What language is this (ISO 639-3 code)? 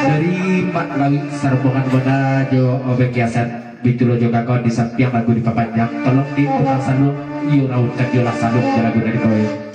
min